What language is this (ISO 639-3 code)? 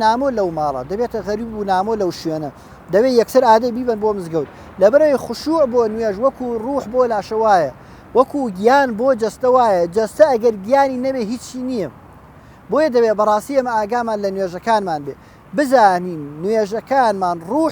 ckb